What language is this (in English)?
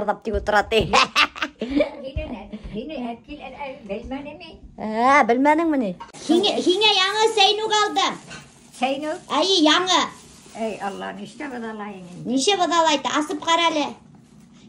Bashkir